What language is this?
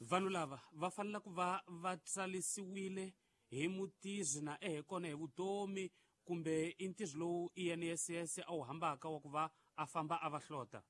Tsonga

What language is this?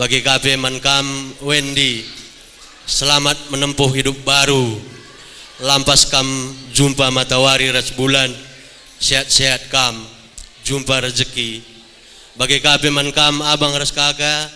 Batak Karo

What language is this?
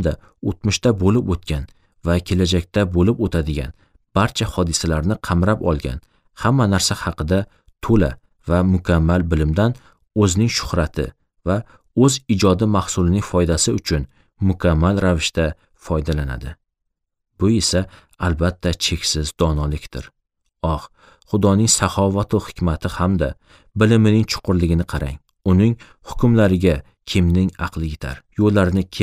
Uzbek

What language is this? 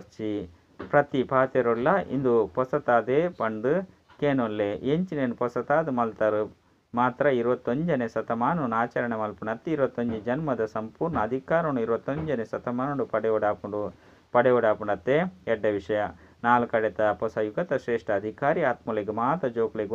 Tulu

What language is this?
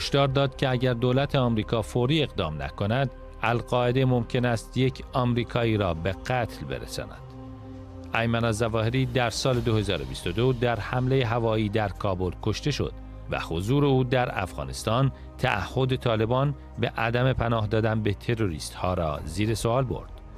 Persian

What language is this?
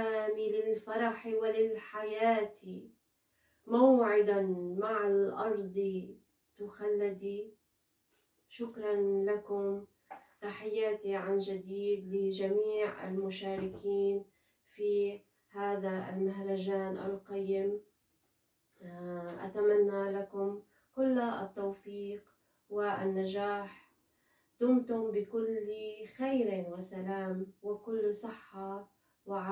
Arabic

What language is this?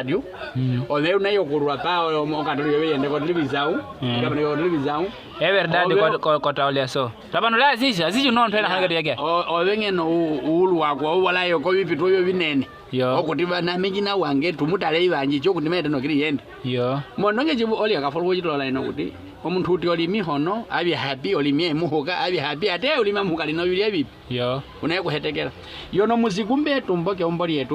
Nyaneka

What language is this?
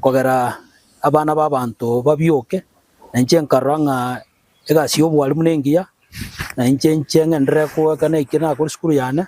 Gusii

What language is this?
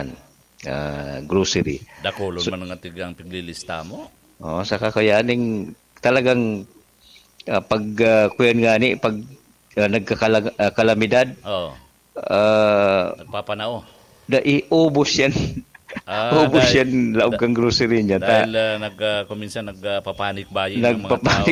Bikol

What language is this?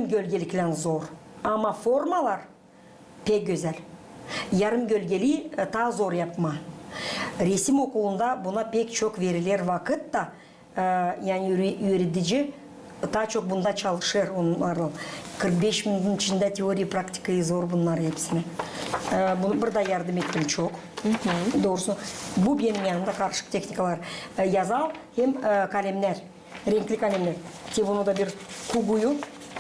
Gagauz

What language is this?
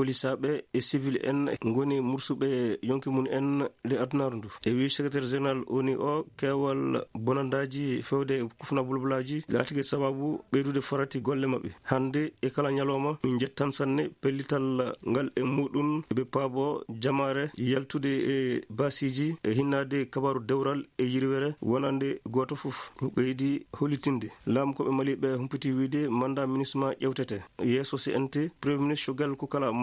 Fula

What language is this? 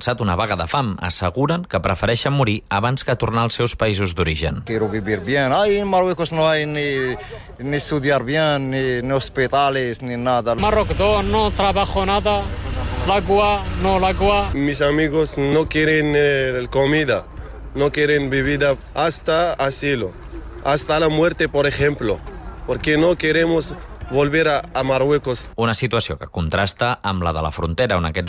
Catalan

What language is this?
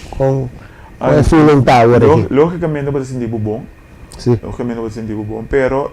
Papiamento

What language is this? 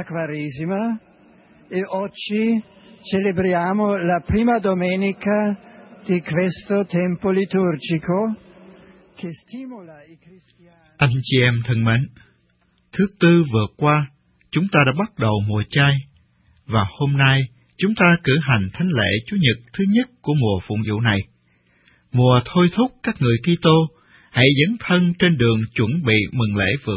Vietnamese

